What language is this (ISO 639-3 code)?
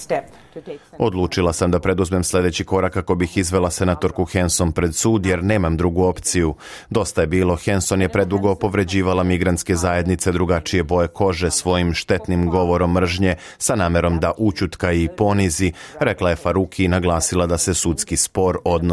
srp